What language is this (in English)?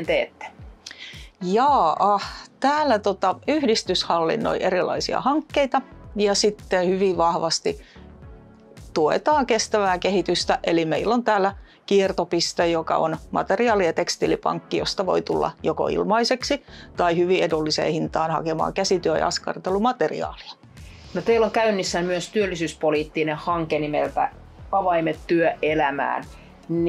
Finnish